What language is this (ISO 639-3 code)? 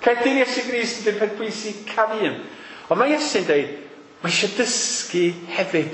cym